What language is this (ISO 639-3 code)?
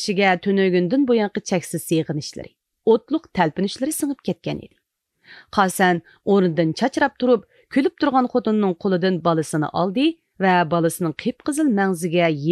uig